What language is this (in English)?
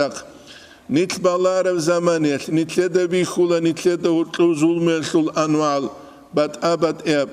Avaric